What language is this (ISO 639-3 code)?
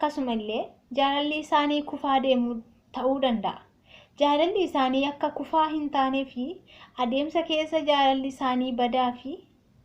orm